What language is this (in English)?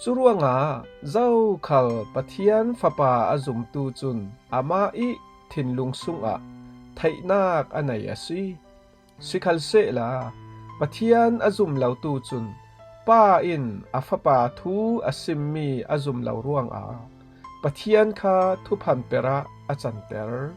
Falam Chin